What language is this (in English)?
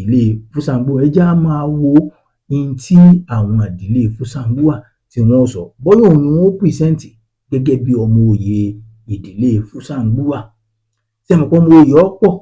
Yoruba